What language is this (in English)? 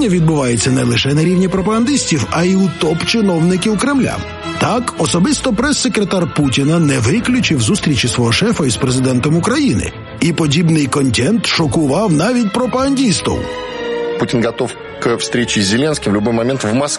Ukrainian